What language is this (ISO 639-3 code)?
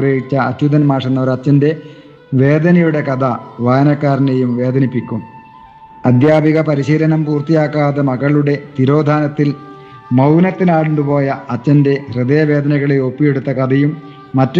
mal